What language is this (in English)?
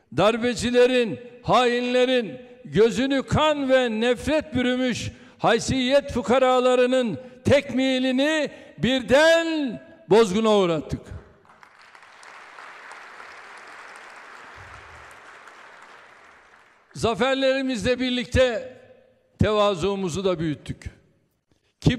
Turkish